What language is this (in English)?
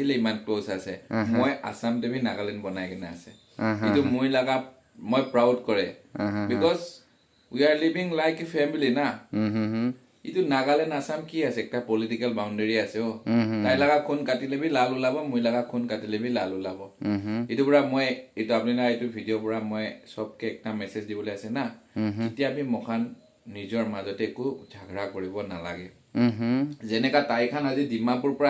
Naga Pidgin